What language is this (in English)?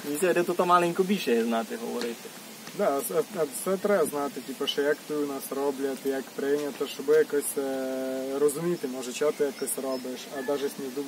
Rusyn